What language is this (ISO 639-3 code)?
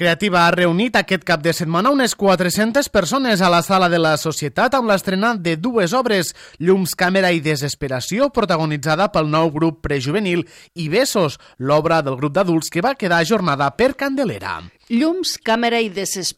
cat